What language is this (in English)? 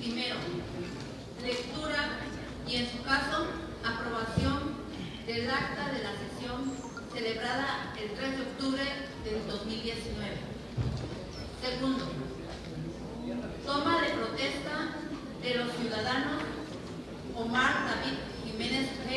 Spanish